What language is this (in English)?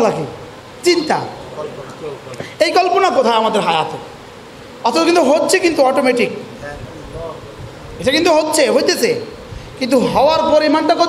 Bangla